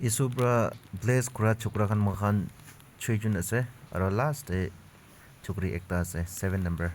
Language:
Naga Pidgin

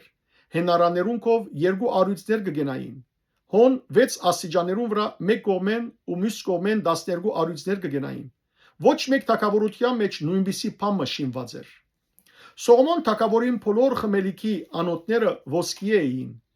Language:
Western Armenian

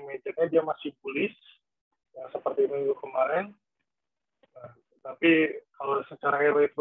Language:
Indonesian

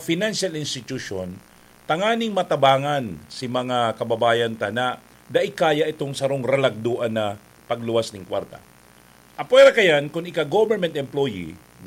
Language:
Bikol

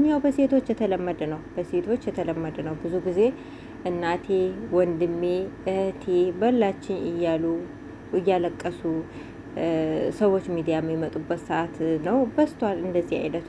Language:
Amharic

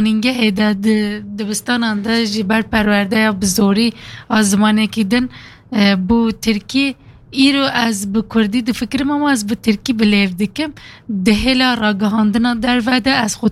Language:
Kurdish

